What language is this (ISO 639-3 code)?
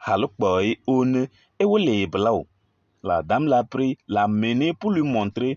kbp